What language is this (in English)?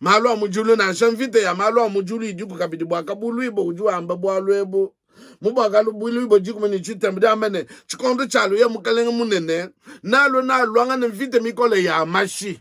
Luba-Lulua